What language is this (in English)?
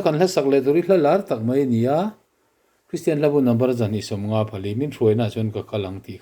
Mizo